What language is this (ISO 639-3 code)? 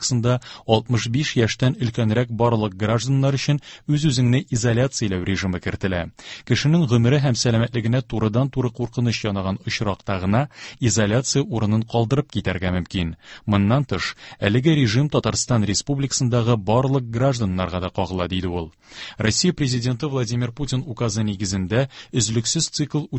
tat